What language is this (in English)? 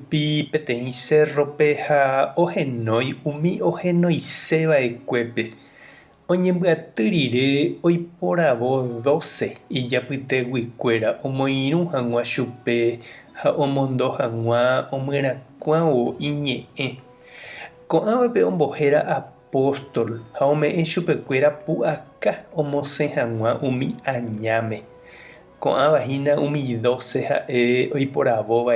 Guarani